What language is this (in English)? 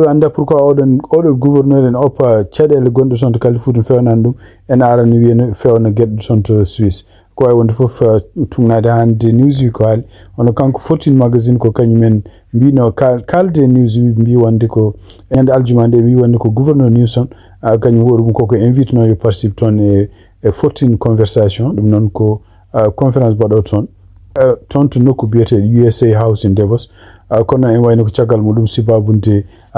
Fula